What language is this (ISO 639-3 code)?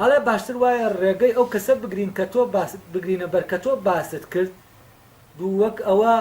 ckb